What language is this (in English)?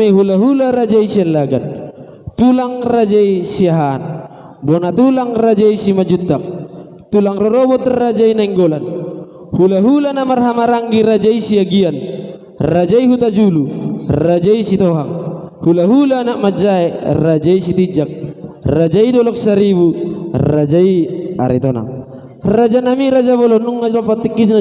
Batak Toba